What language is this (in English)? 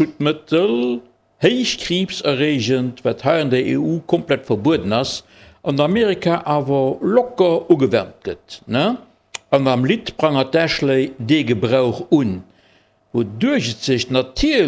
Luxembourgish